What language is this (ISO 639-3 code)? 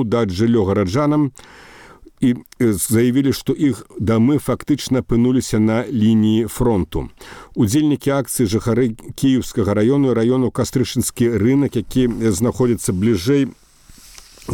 bel